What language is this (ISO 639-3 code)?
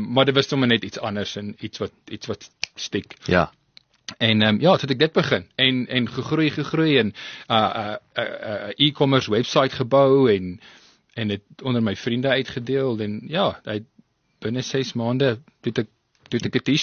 afr